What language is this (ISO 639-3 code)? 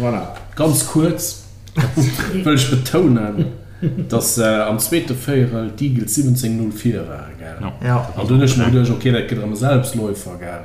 ltz